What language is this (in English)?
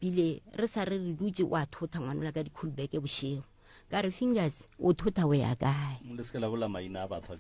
Northern Sotho